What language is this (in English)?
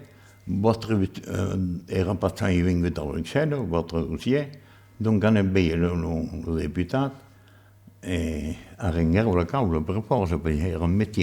Occitan